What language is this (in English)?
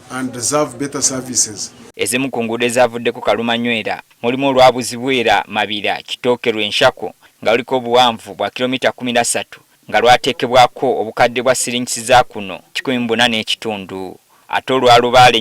Ganda